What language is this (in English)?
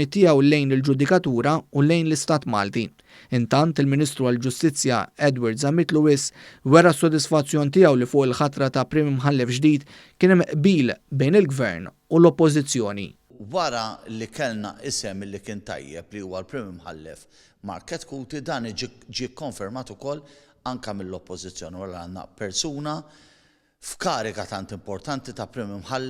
Maltese